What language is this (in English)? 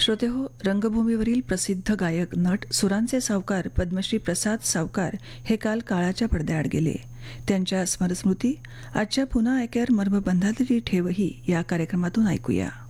Marathi